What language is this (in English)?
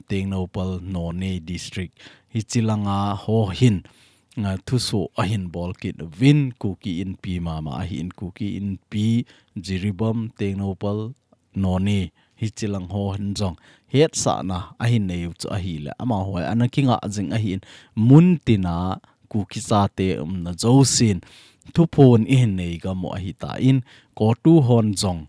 Thado Chin